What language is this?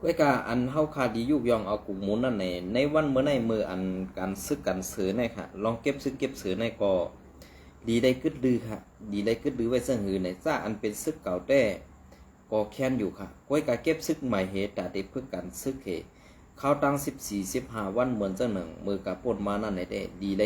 Shan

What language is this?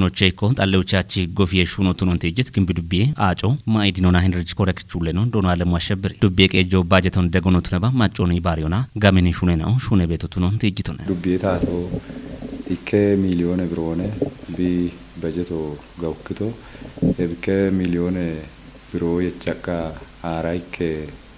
Kafa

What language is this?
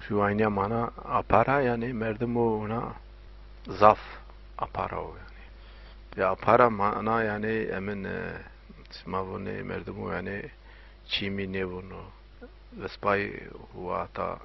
Zaza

